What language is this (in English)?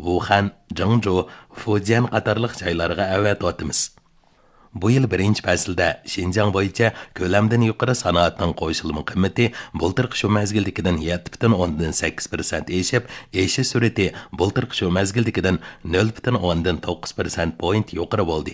Uyghur